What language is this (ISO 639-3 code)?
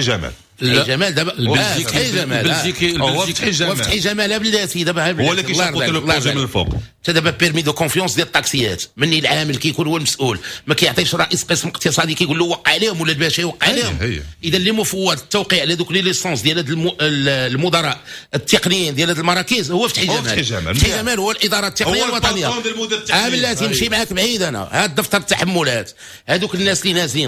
ary